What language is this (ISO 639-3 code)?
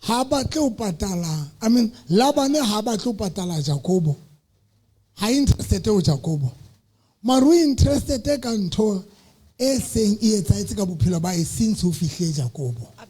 sot